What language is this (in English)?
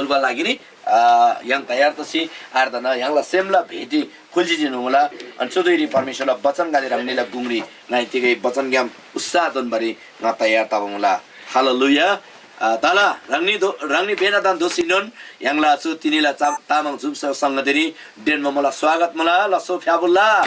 Eastern Tamang